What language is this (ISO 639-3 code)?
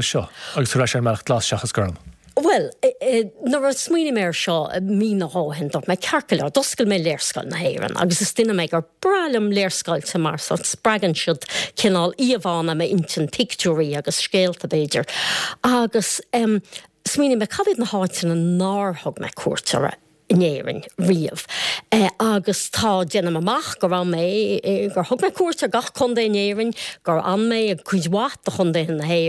gle